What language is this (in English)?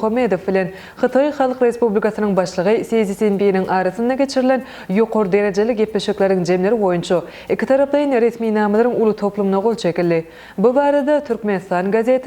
Turkmen